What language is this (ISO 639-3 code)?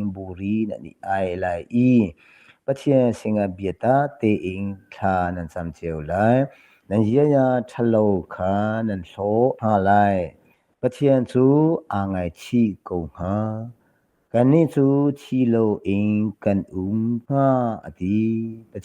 cnh